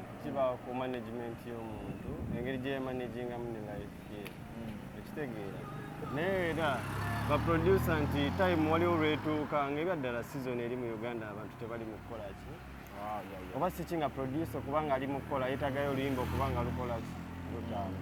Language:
Ganda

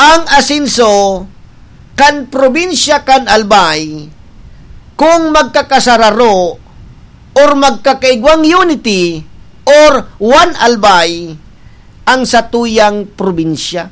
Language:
Bikol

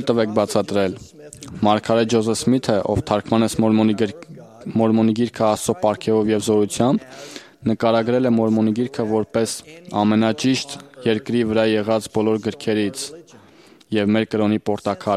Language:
Armenian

